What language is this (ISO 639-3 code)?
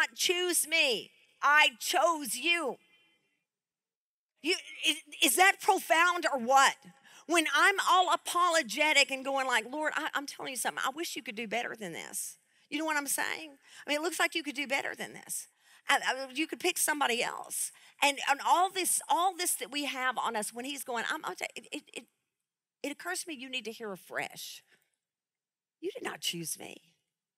eng